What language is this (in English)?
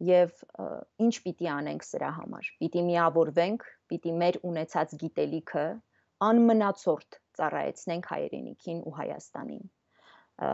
Armenian